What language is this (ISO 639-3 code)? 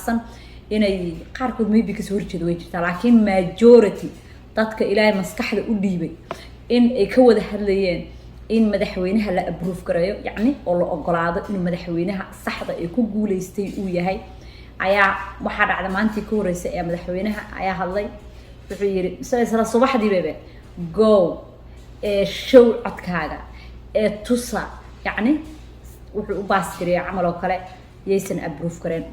som